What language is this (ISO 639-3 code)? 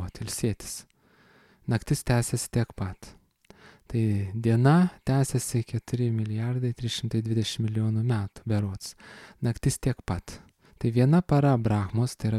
lit